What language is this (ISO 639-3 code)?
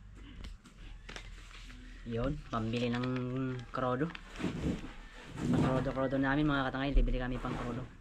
fil